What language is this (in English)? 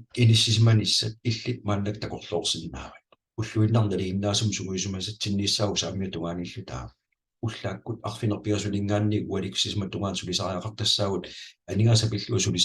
Kalaallisut